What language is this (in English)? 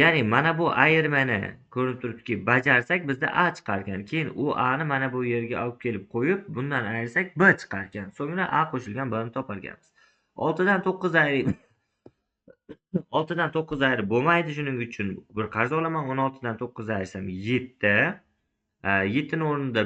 Uzbek